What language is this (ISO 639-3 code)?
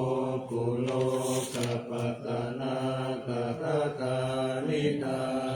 pli